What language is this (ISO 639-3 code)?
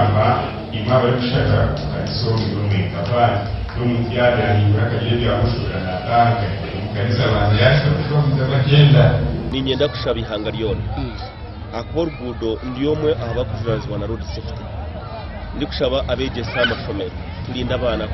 nyn